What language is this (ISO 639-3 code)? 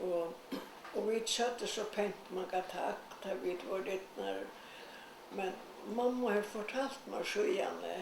fao